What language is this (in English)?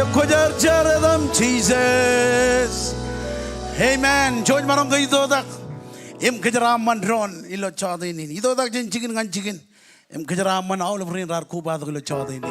Marshallese